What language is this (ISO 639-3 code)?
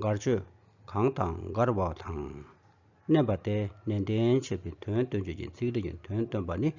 bod